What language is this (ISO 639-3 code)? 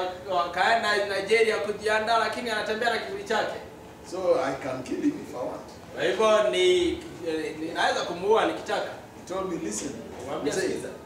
swa